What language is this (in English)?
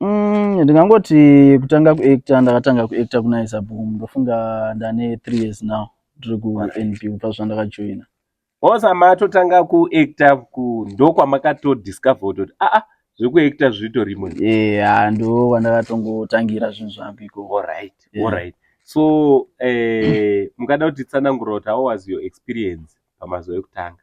Shona